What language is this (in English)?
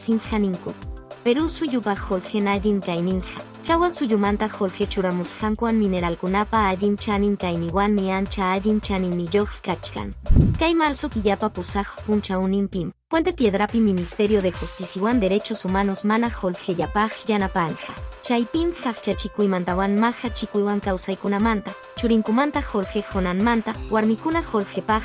Quechua